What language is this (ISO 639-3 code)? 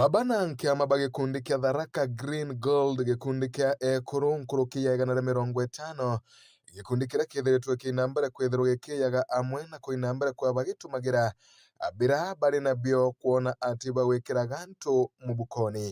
mer